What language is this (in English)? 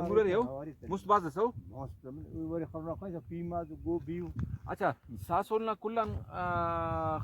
Brahui